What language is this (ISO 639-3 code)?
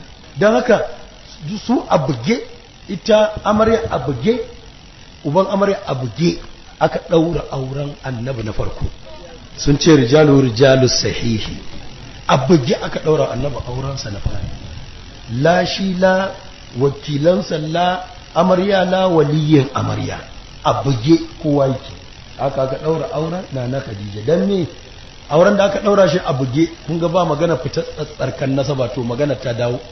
hau